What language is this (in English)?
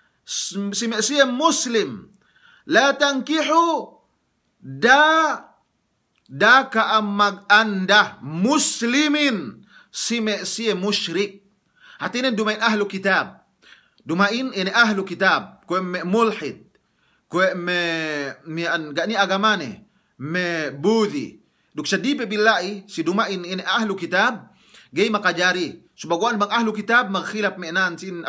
Yakan